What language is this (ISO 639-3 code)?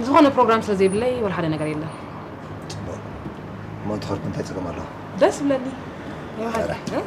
tir